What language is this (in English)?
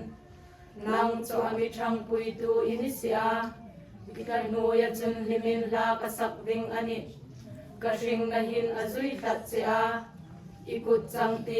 Hmar